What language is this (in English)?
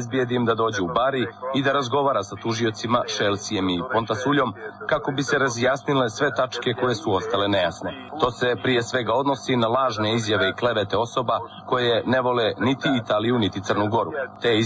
Serbian